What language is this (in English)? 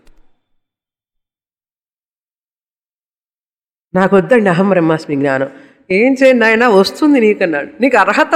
Telugu